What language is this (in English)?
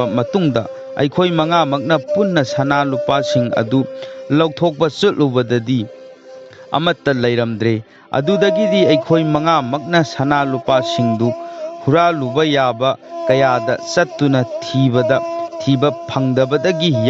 Manipuri